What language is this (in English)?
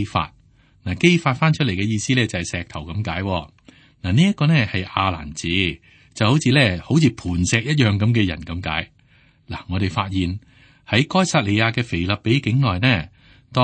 Cantonese